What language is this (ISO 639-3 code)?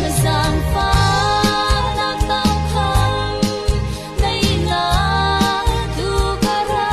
cfm